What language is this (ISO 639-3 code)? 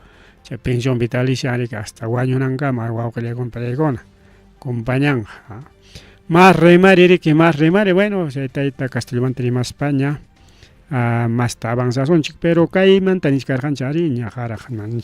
quy